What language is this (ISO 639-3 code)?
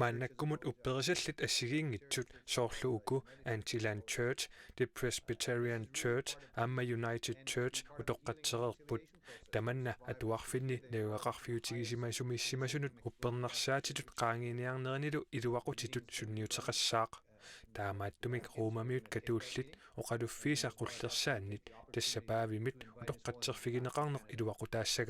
kal